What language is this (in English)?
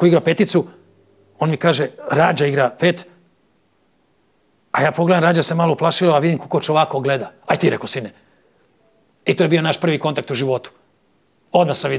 Serbian